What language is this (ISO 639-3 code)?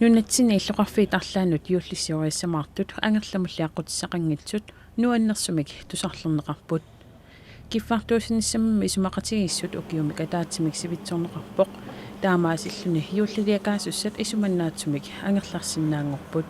kal